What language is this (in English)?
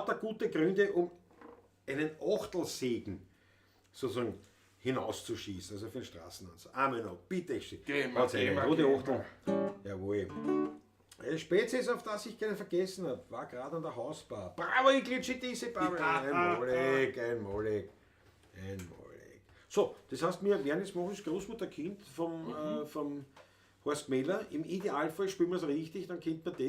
Bavarian